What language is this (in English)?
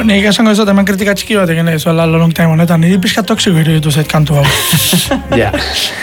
Basque